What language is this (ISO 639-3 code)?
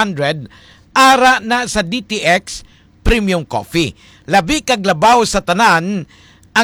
hil